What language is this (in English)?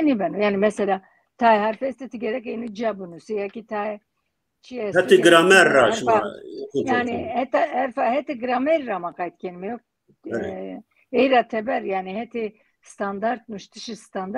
Zaza